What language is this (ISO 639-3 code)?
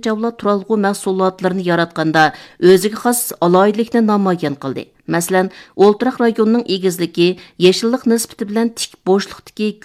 uig